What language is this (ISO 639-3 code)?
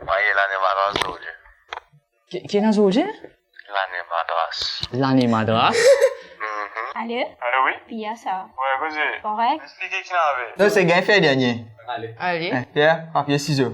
mfe